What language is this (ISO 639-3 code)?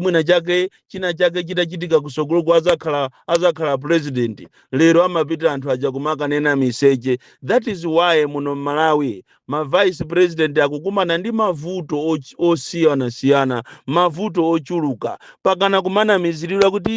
nya